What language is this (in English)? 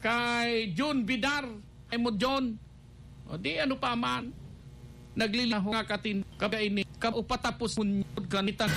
Bikol